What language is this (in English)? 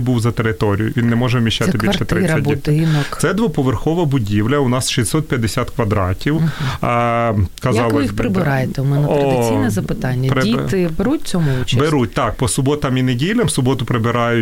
Ukrainian